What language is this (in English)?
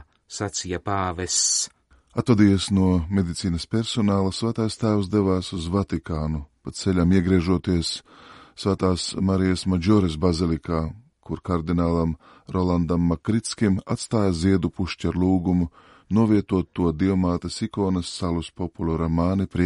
Latvian